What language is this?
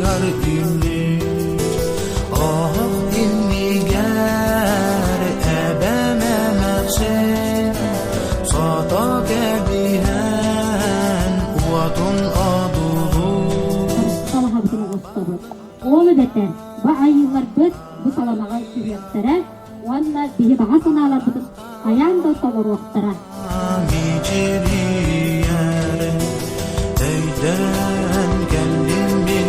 Yakut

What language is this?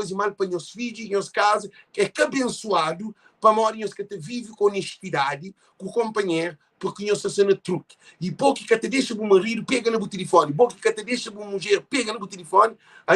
Kabuverdianu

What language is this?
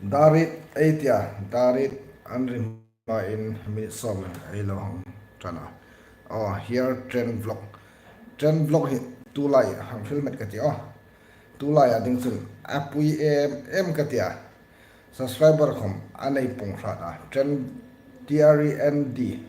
Hmar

